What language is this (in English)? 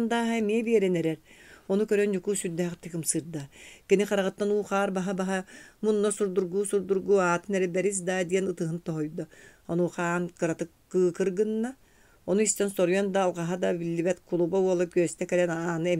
Yakut